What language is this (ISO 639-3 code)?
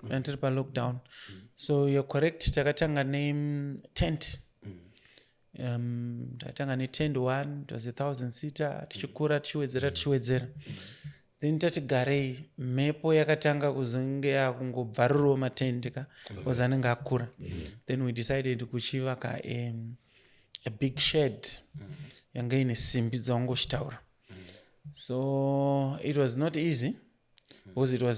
sna